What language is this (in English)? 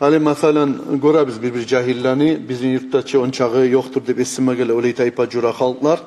Kumyk